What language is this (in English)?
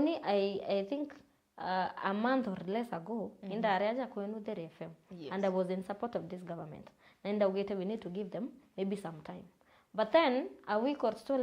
Meru